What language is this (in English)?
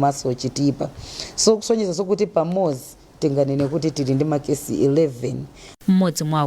Nyanja